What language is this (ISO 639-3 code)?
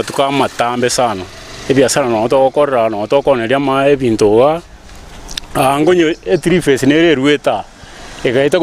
guz